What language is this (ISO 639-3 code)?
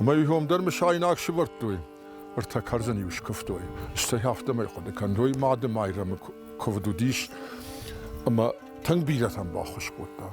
oss